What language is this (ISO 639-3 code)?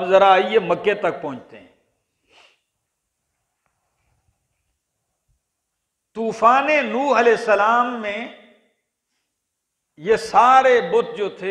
hin